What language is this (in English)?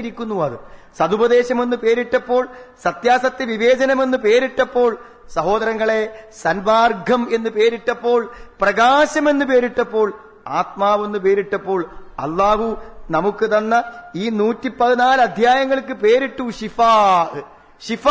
Malayalam